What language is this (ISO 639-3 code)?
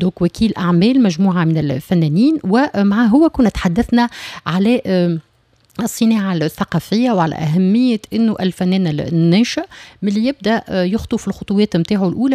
aeb